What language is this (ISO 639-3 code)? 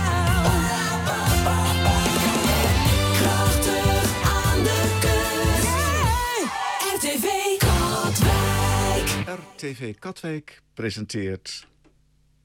nld